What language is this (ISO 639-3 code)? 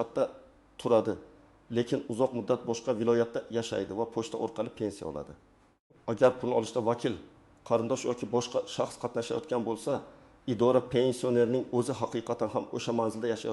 uzb